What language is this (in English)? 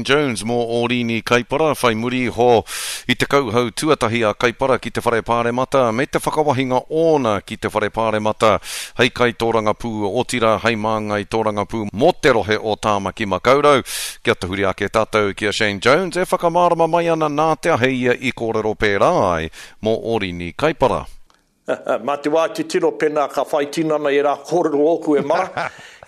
Māori